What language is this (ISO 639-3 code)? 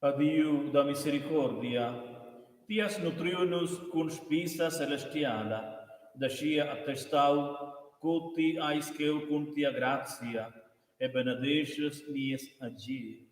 roh